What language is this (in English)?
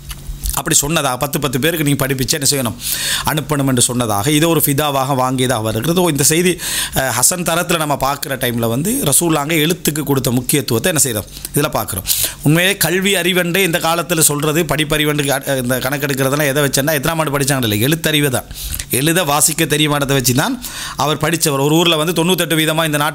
Tamil